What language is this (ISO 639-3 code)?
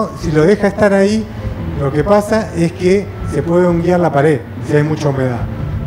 spa